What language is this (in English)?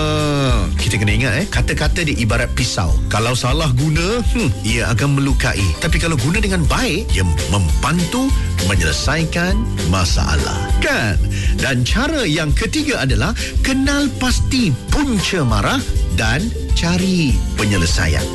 Malay